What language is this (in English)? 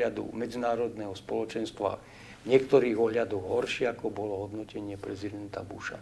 Slovak